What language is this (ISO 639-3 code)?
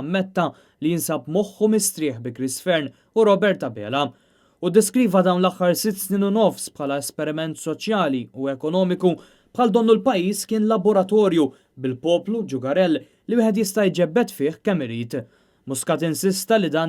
mlt